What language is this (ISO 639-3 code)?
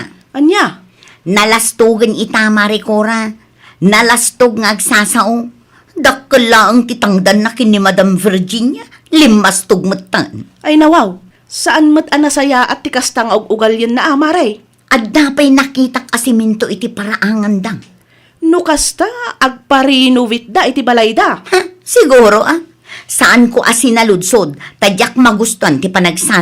ilo